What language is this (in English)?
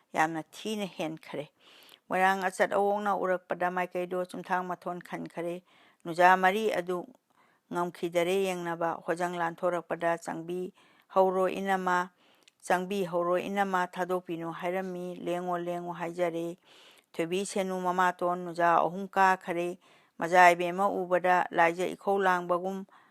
Manipuri